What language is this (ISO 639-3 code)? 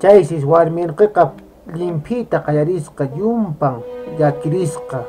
que